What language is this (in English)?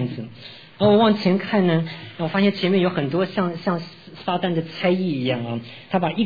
Chinese